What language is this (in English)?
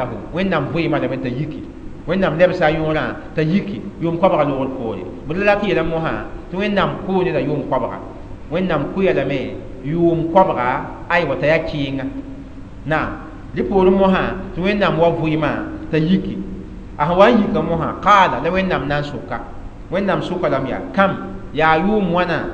Mossi